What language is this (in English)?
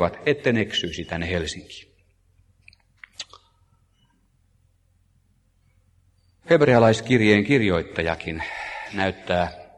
Finnish